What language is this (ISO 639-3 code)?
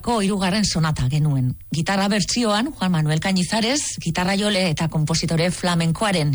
eus